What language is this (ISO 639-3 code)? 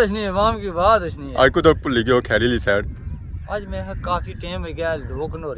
phr